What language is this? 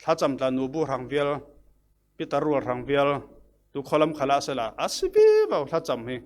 Falam Chin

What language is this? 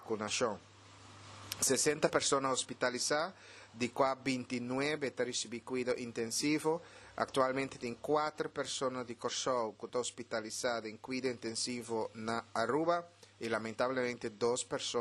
Papiamento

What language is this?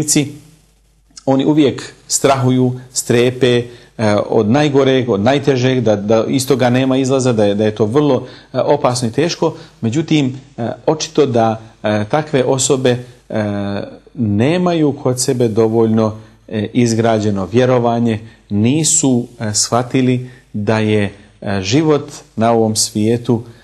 Bosnian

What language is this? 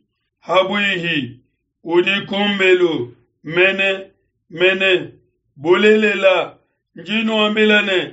Luba-Lulua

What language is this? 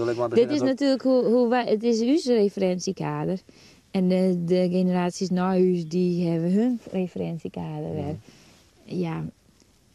Western Frisian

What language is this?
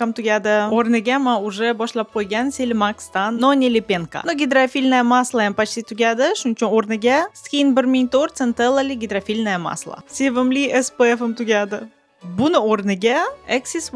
Uzbek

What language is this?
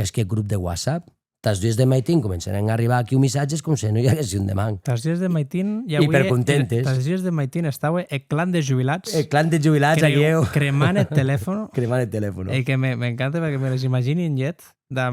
Occitan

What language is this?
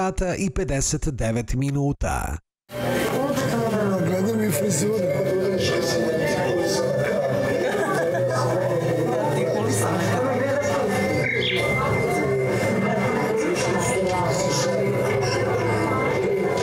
Serbian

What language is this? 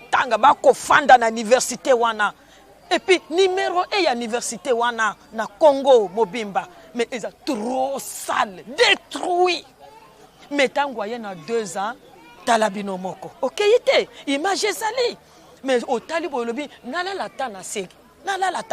Lingala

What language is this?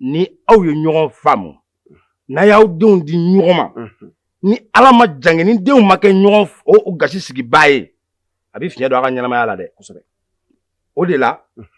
Bambara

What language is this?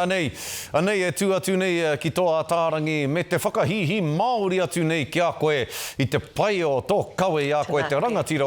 Māori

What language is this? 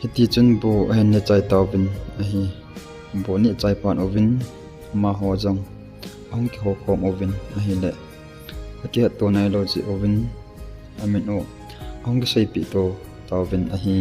Thado Chin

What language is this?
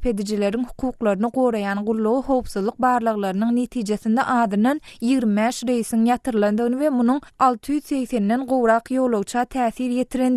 Turkmen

